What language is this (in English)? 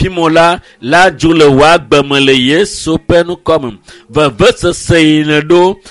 Ewe